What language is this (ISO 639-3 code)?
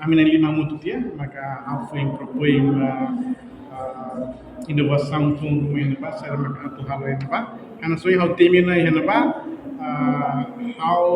tet